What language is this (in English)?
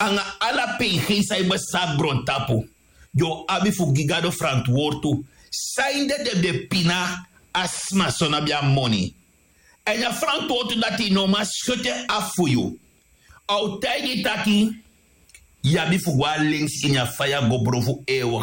Sranan Tongo